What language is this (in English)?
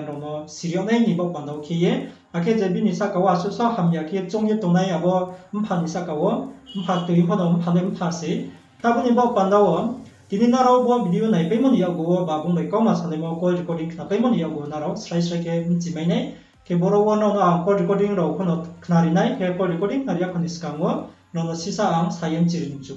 Riang (India)